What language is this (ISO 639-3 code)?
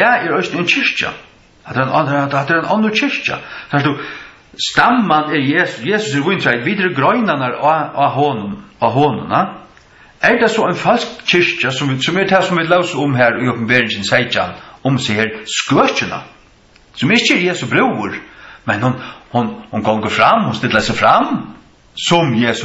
fao